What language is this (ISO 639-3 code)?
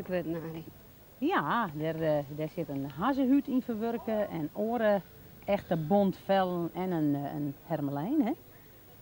fry